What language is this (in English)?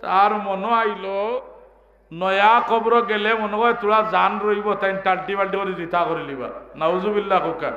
Sylheti